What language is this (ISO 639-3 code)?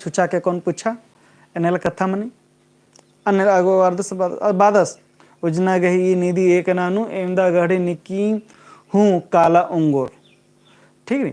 kru